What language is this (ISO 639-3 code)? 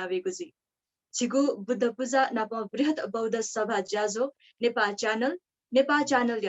new